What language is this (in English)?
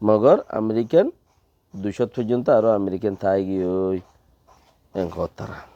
Rohingya